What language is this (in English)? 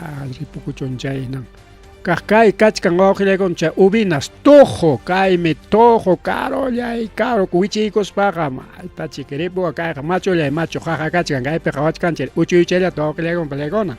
Ayacucho Quechua